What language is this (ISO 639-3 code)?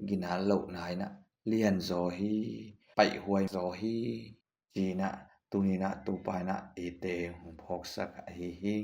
ctd